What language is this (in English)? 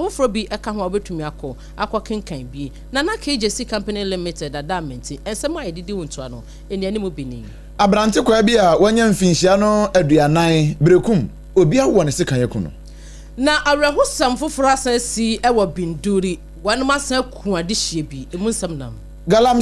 Akan